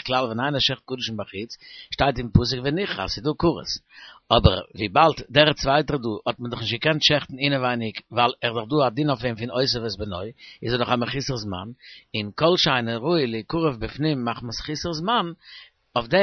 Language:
Yiddish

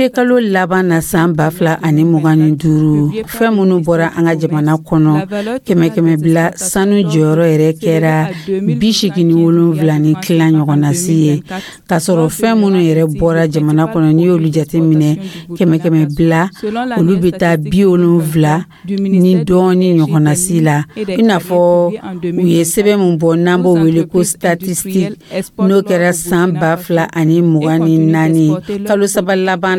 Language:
Dyula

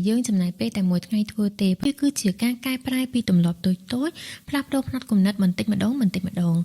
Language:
Khmer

